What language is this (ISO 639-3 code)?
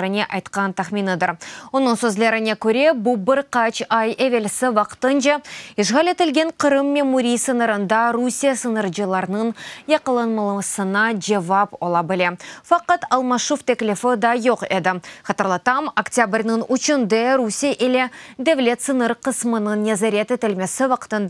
crh